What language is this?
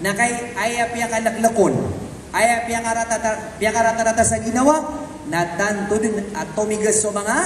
Maranao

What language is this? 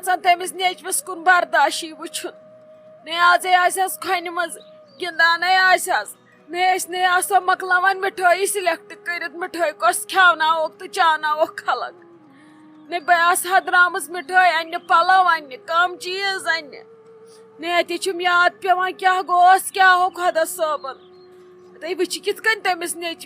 Kashmiri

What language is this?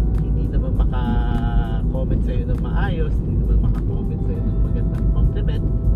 Filipino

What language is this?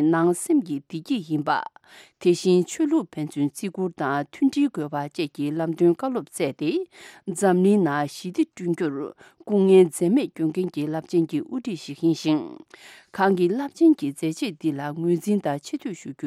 Tibetan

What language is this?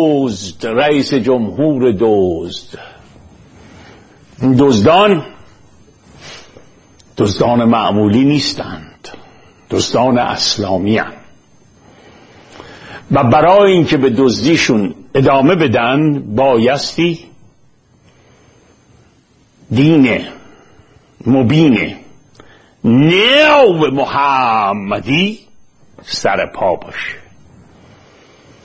Persian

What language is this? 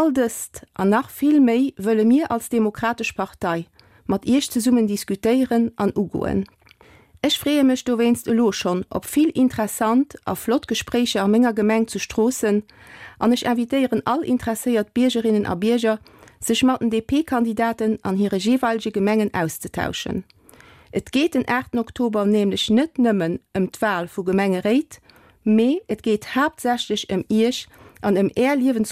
Luxembourgish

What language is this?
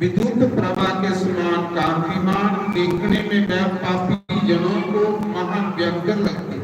Dogri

